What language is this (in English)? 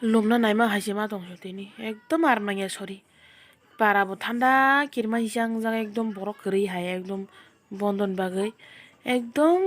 Kok Borok